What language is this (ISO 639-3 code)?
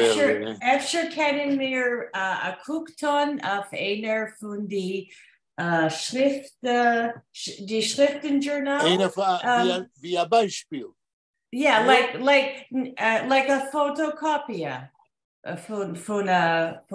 yid